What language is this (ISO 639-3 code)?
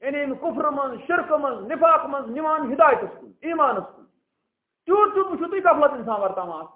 kas